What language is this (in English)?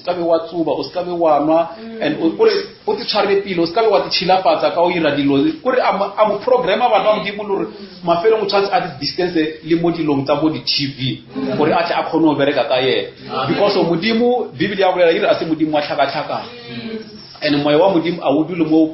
Northern Sotho